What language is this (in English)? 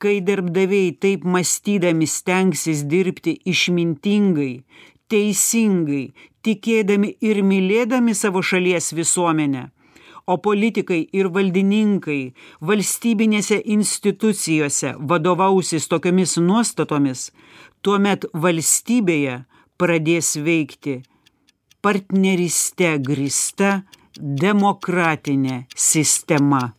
Lithuanian